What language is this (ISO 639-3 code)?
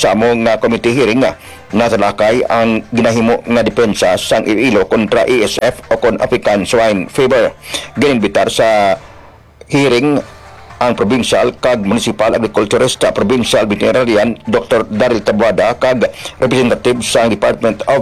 hil